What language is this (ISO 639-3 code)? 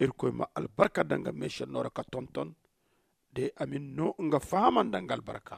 dje